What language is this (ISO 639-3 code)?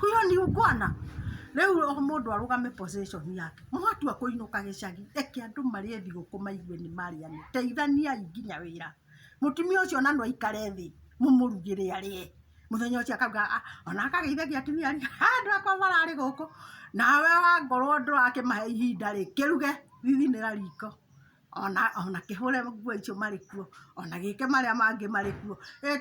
kik